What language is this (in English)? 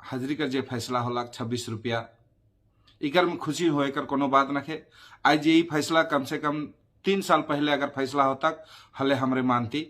Sadri